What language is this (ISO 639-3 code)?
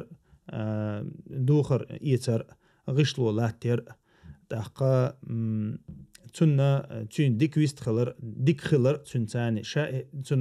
che